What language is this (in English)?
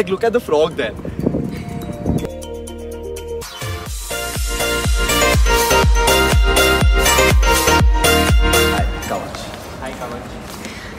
English